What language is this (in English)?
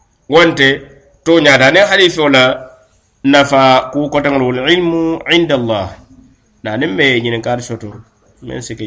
Mandingo